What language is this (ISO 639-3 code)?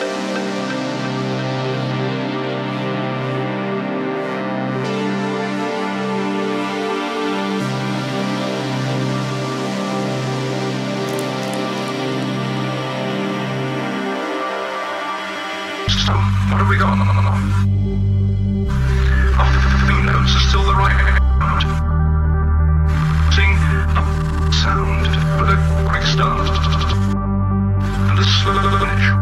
eng